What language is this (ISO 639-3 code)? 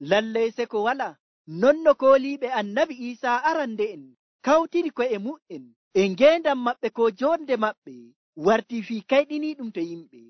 fuv